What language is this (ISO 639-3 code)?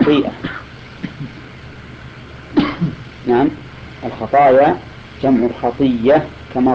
ara